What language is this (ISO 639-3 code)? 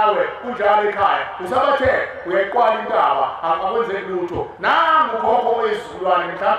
zul